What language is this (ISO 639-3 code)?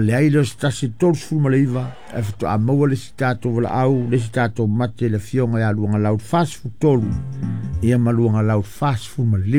smo